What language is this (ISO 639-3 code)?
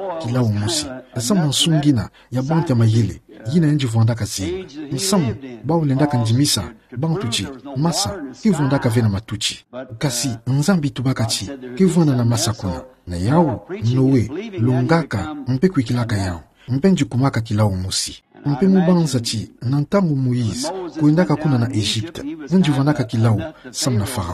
ktu